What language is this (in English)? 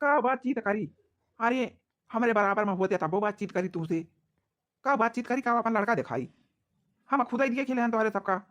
Awadhi